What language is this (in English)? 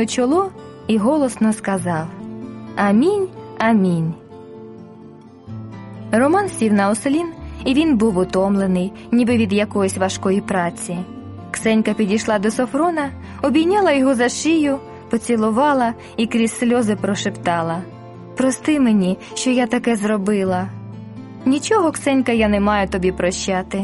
Ukrainian